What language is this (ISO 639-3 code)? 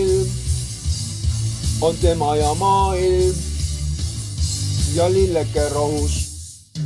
est